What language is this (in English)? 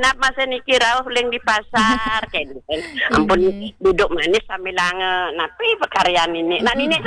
Balinese